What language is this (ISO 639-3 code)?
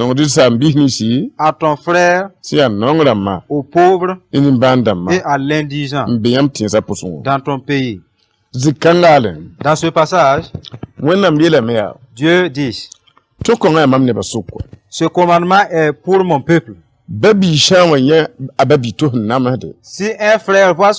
mos